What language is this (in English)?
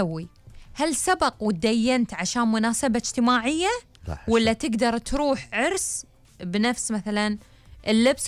Gulf Arabic